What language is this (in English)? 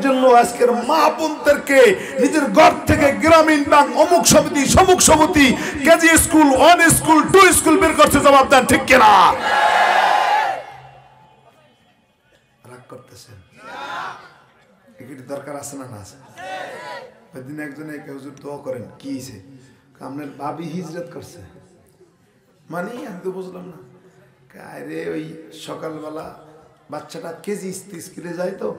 Bangla